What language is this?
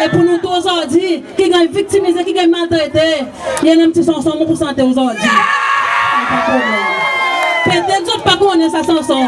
Seselwa Creole French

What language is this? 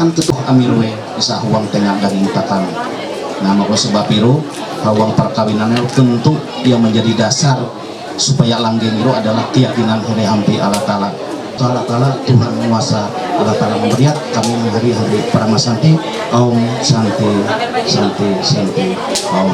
Ma'anyan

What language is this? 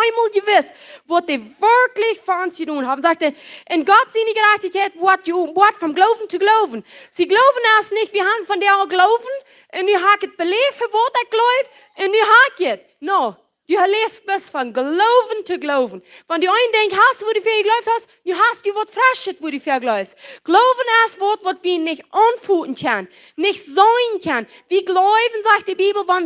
Plautdietsch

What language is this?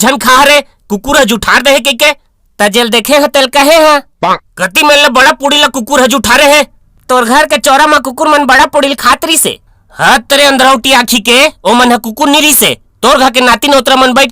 Chhattisgarhi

